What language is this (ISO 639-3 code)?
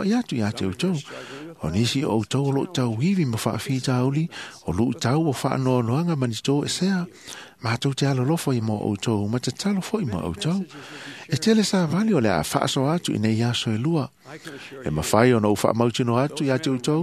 smo